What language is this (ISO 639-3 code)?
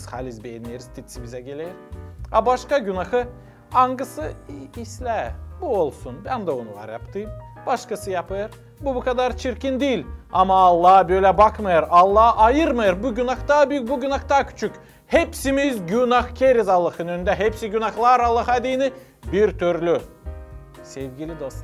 gag